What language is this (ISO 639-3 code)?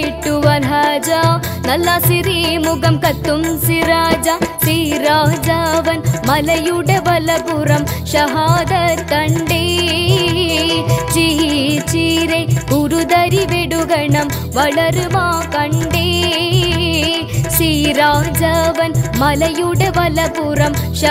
mal